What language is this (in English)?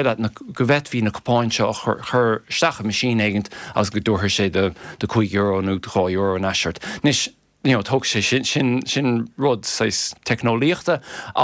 Irish